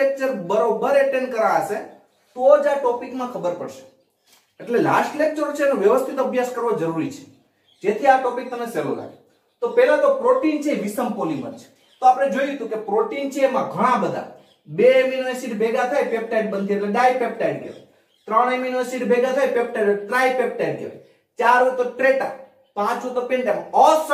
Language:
Gujarati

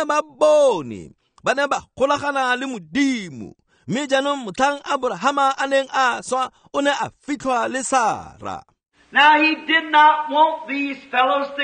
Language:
Tswana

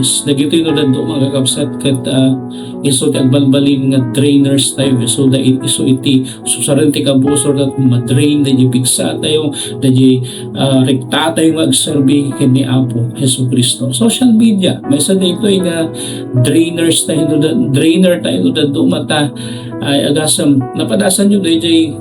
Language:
Iloko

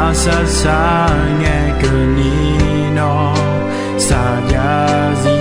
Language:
Akha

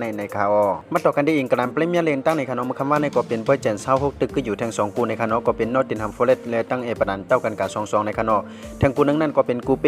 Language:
Shan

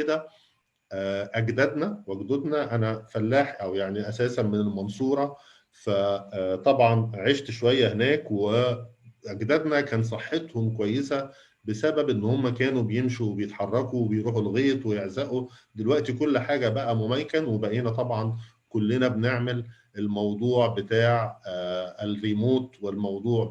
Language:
Egyptian Arabic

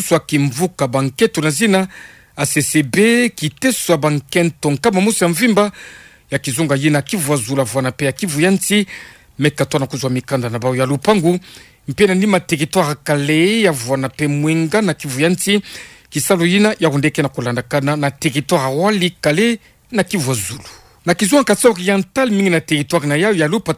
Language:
Kituba (Democratic Republic of Congo)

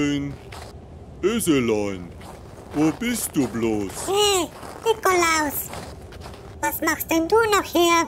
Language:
Swiss German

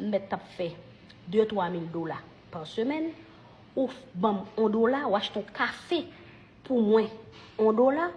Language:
Haitian Creole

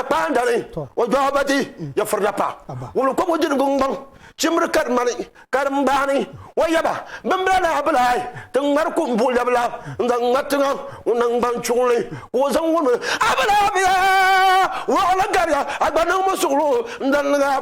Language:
Dagbani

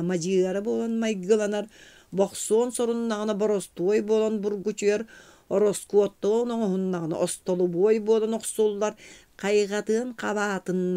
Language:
Yakut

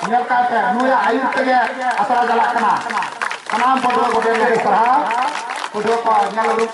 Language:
Santali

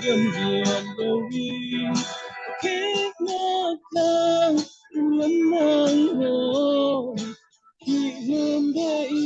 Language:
Falam Chin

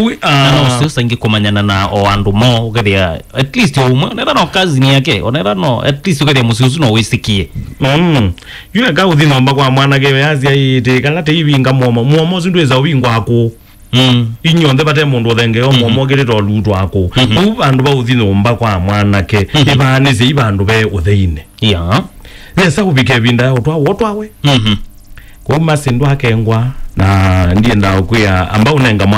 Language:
Kamba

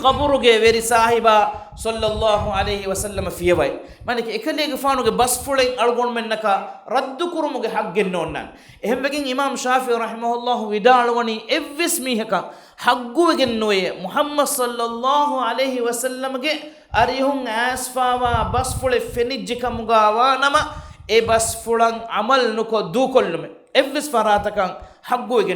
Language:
Divehi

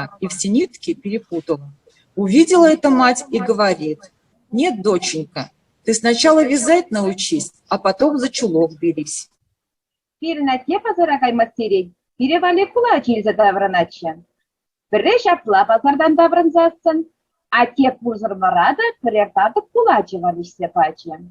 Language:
Chuvash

